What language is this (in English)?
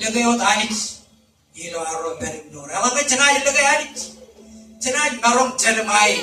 Marshallese